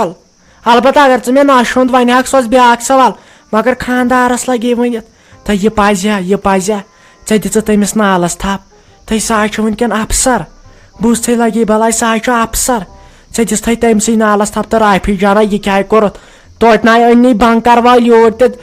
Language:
Kashmiri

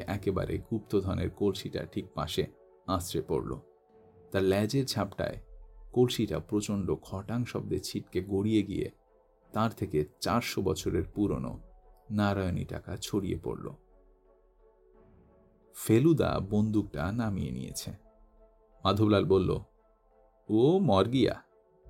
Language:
Bangla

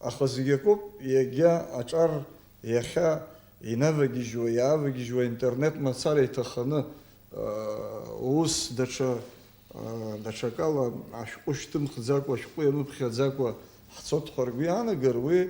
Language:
Abkhazian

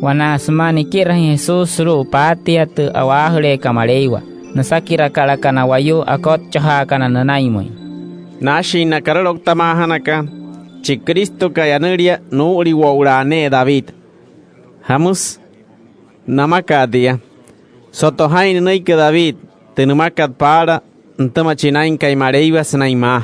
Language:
Wayuu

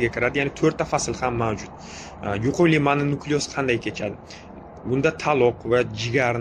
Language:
Uzbek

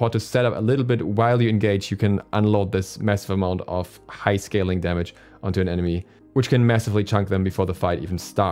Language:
English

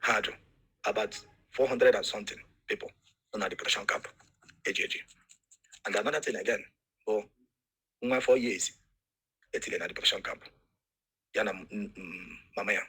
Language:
Igbo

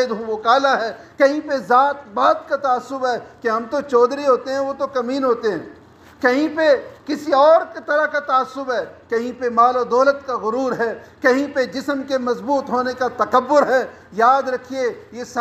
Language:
Urdu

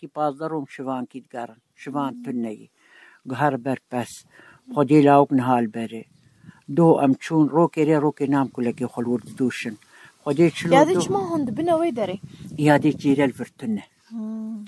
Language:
Kurdish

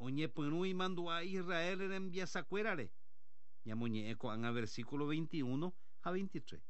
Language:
Guarani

